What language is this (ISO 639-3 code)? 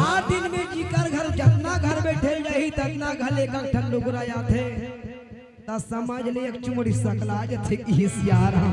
hne